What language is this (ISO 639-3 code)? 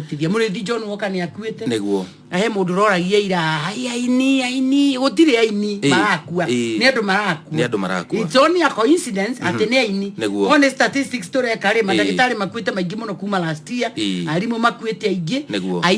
kik